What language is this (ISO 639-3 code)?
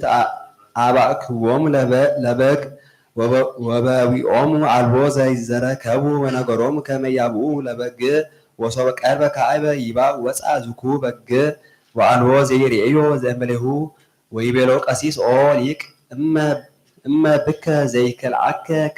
gez